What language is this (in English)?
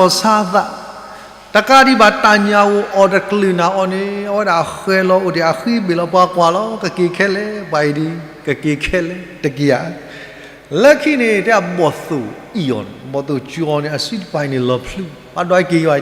S'gaw Karen